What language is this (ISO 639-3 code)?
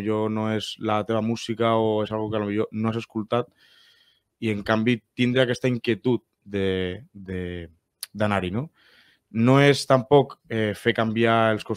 cat